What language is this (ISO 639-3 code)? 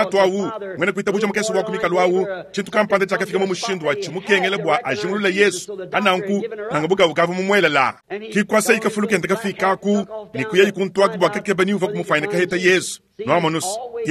lua